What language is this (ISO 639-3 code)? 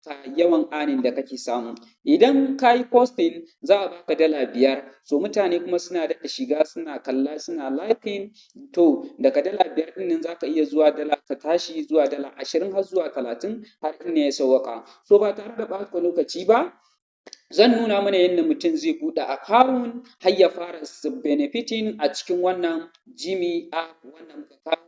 hau